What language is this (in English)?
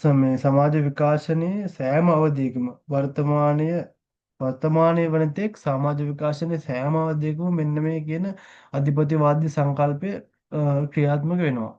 Sinhala